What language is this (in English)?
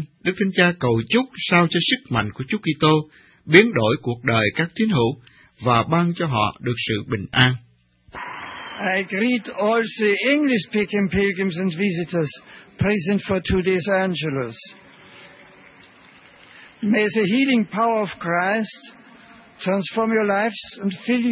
Vietnamese